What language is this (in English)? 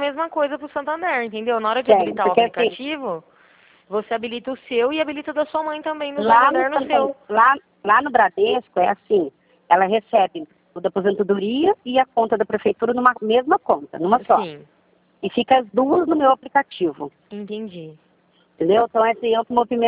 Portuguese